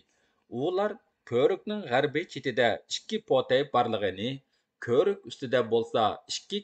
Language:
Uyghur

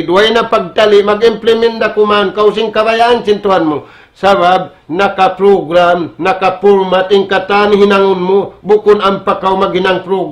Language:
Tausug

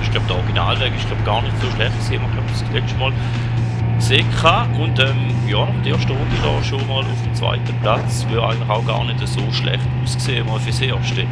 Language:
Swiss German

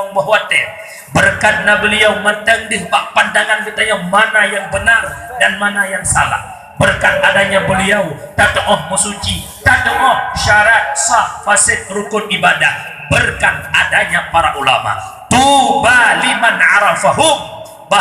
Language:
Achinese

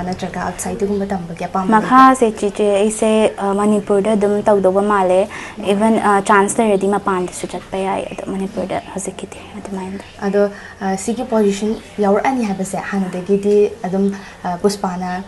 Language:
Manipuri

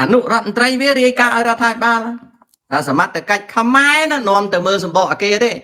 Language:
Khmer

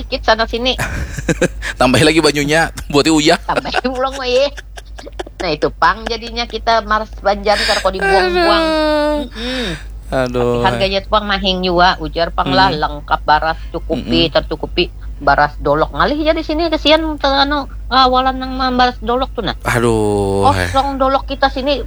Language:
Banjar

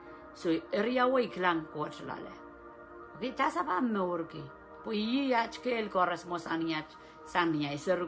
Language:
Pohnpeian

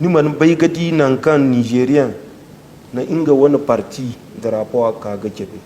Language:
Zarma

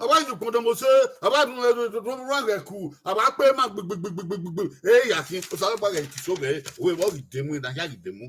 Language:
Bini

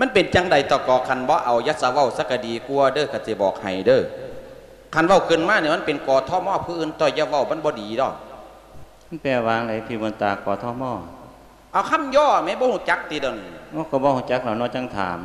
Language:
Lao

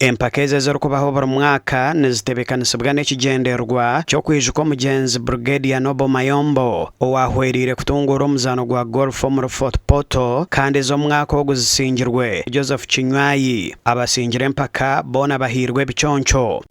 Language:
Nyankole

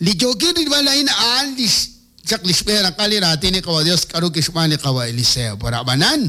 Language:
Kekchí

